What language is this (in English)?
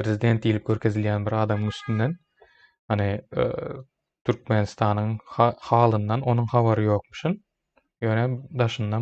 Turkmen